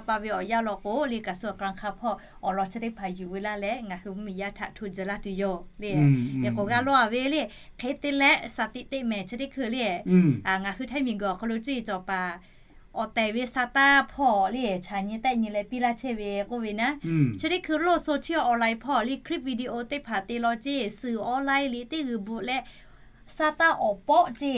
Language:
Lahu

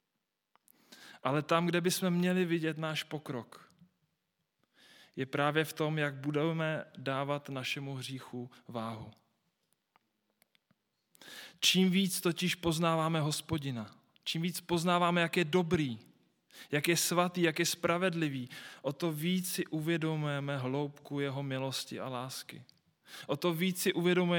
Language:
Czech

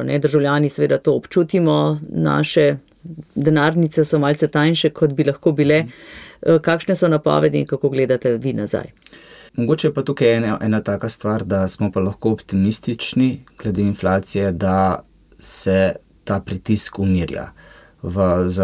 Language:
Slovenian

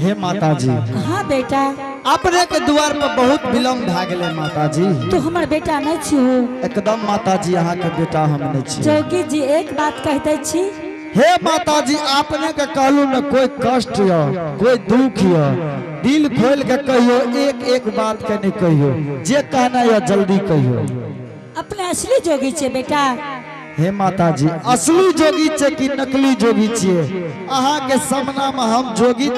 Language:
Angika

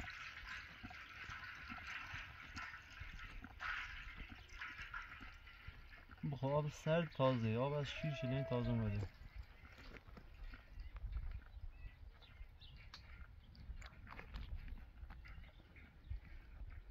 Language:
Persian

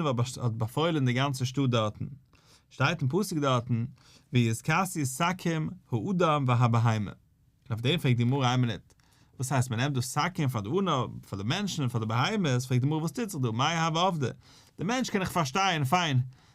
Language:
Yiddish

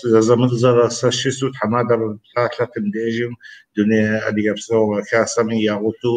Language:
Kabardian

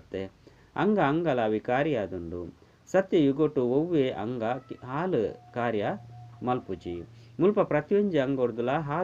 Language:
Tulu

